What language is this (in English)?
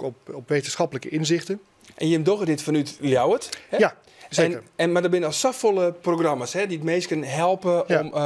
Western Frisian